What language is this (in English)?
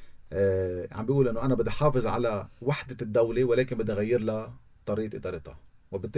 North Levantine Arabic